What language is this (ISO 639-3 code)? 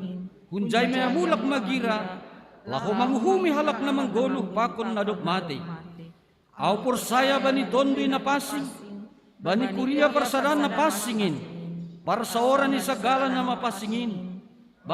bts